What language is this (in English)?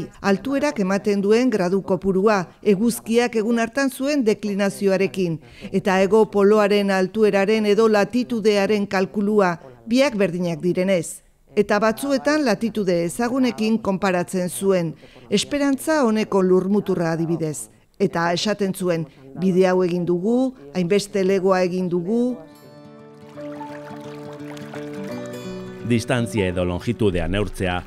Basque